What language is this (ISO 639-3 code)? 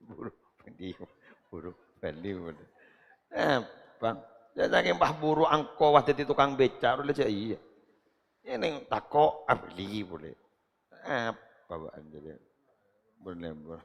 mad